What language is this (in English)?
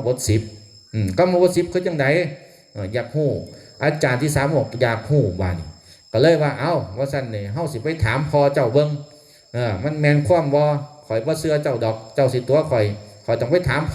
Northeastern Thai